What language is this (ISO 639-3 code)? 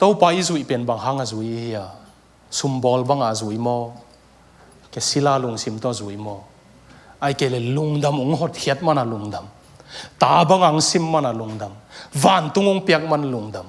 ctd